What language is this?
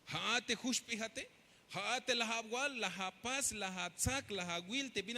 Tzeltal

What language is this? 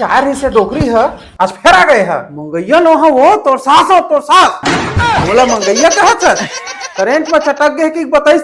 Chhattisgarhi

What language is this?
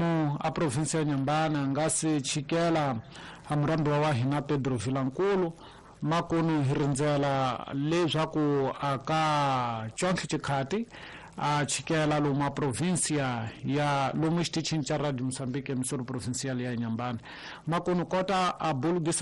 Tsonga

